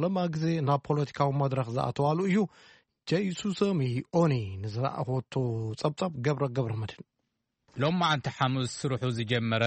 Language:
Tigrinya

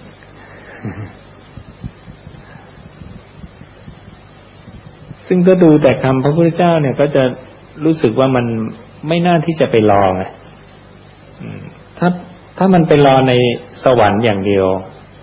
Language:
Thai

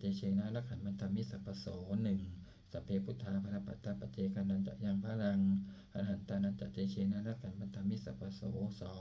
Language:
Pali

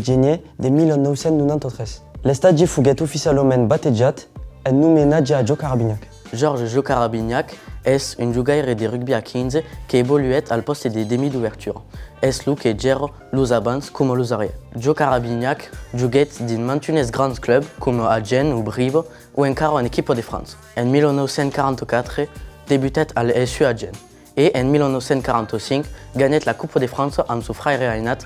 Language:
Occitan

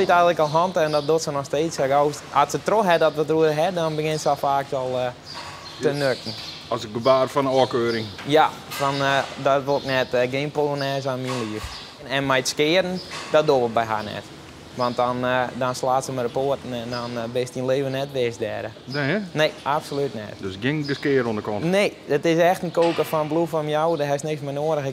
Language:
Western Frisian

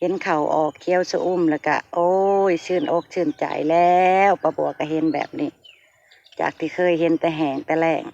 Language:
Northeastern Thai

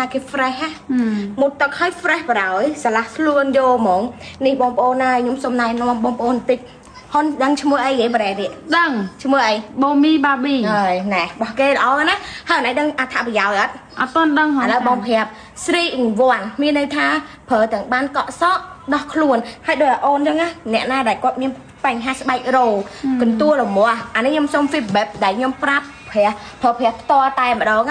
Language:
Khmer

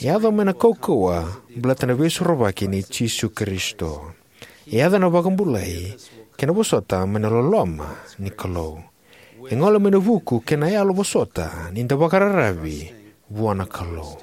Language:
Fijian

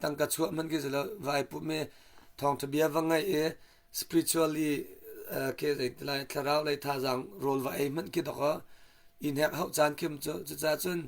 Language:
Hakha Chin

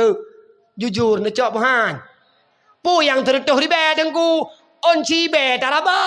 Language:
Achinese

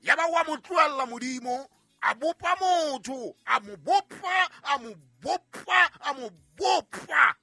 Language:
Southern Sotho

